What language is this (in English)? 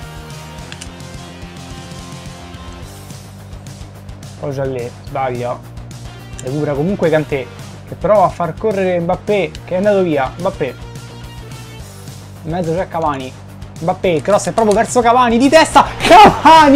Italian